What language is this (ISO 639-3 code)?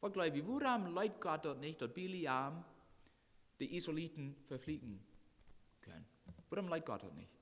pdt